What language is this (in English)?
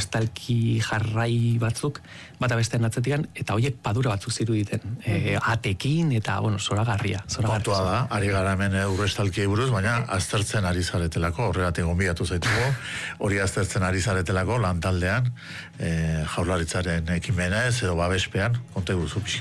Basque